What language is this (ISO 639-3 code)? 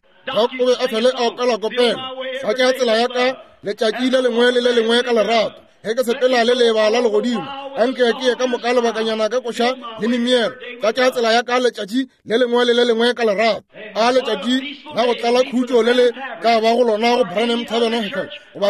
nso